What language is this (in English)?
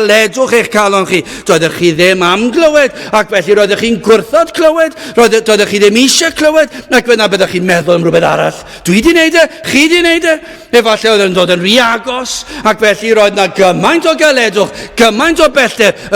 Welsh